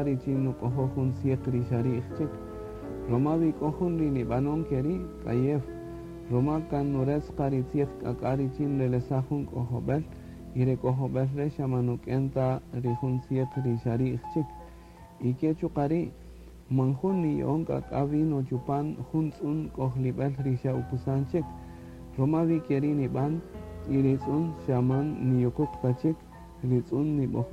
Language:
Kaqchikel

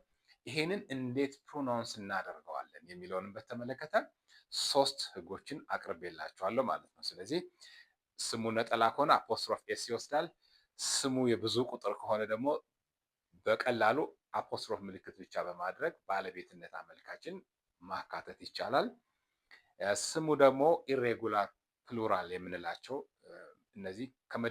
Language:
Amharic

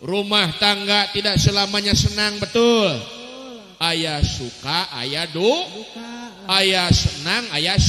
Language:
Sundanese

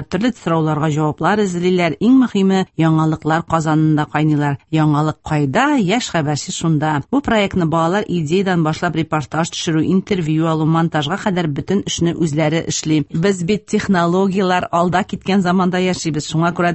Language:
Tatar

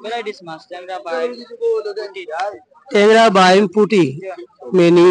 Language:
Sylheti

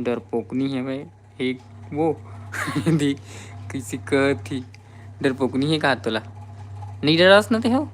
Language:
Chhattisgarhi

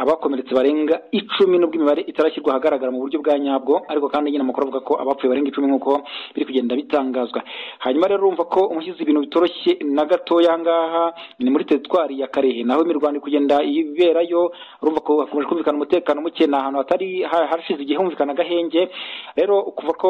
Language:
Kinyarwanda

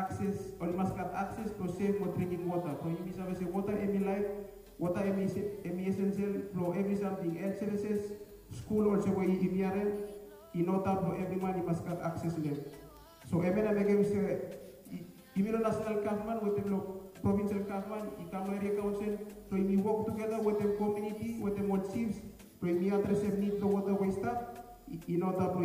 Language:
Bislama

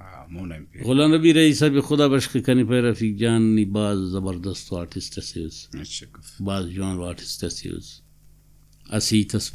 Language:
Brahui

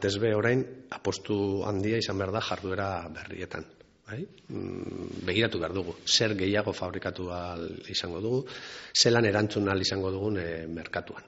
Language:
Basque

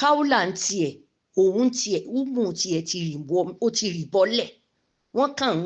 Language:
Yoruba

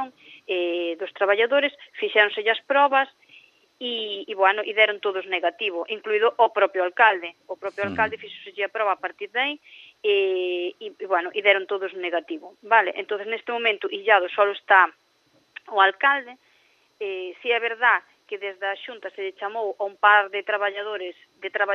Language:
Galician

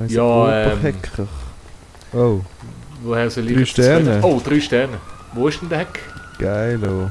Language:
Swiss German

